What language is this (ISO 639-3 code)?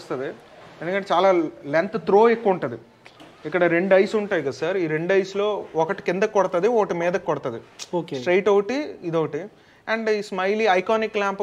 tel